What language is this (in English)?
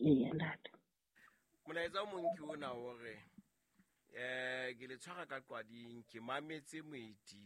Southern Sotho